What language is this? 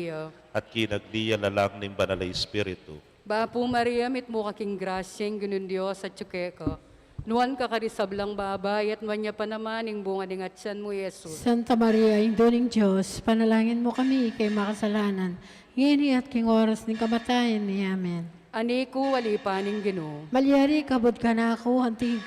Pampanga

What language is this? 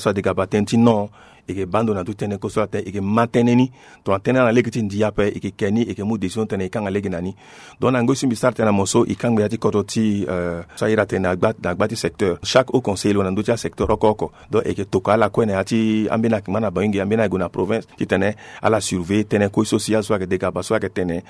Sango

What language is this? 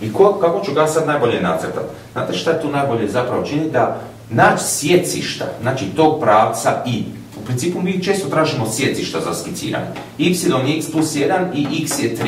Croatian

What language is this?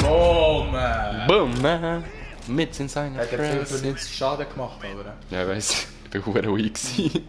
Swiss German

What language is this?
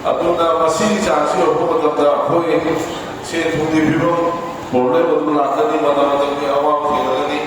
Manipuri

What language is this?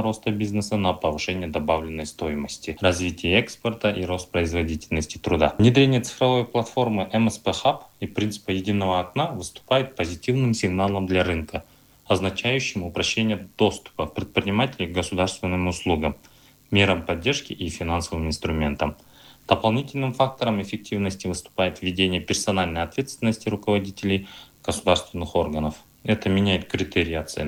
Russian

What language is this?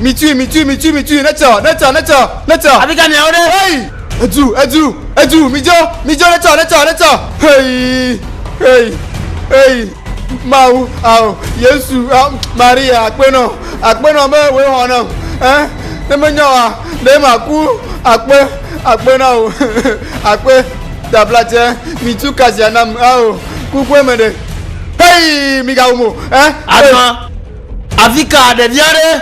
Ewe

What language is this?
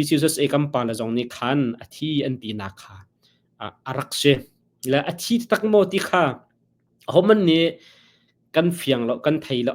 Hakha Chin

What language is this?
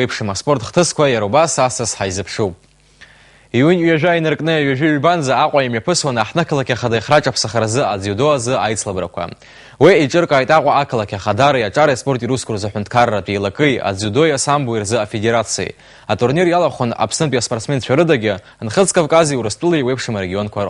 Abkhazian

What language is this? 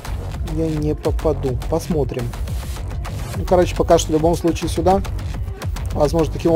Russian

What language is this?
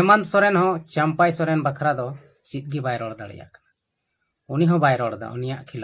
Santali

